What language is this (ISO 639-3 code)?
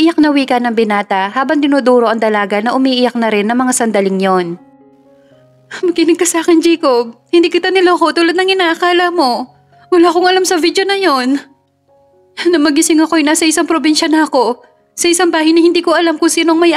fil